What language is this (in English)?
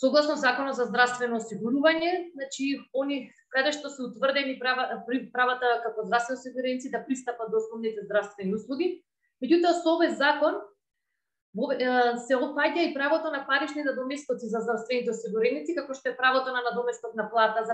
Macedonian